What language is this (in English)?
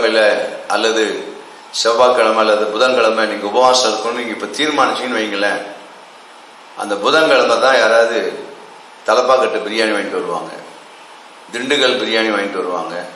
Tamil